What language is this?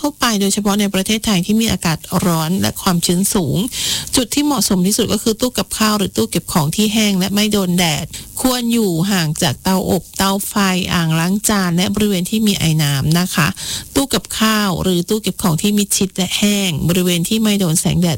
Thai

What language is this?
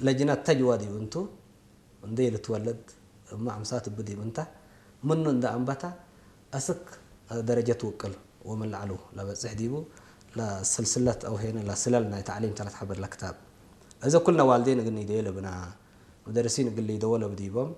Tigrinya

